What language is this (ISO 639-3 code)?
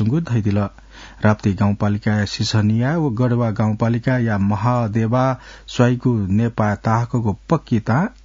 new